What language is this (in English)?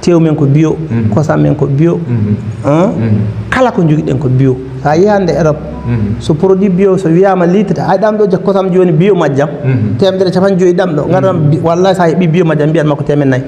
Fula